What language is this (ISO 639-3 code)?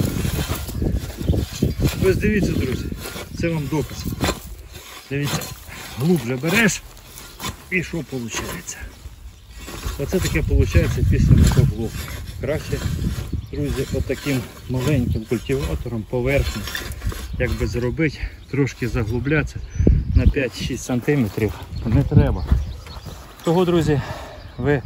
ukr